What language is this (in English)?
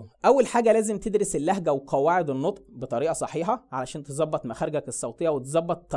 Egyptian Arabic